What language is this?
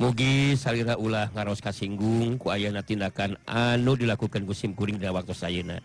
Sundanese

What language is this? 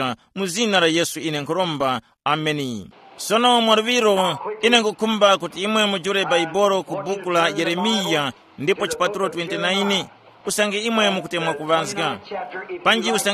Tumbuka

